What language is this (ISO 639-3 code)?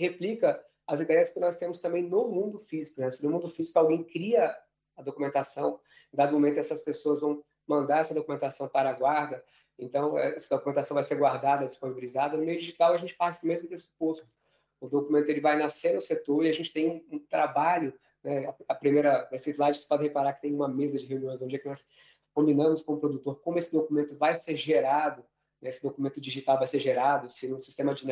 por